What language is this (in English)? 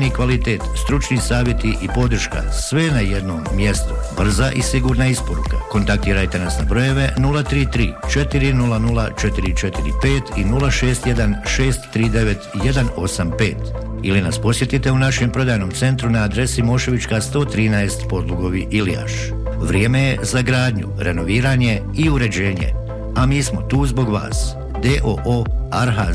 Bosnian